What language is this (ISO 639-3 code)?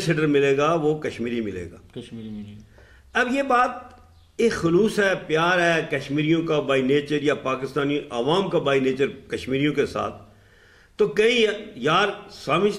urd